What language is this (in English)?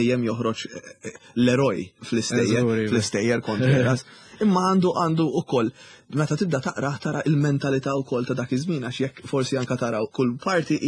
Maltese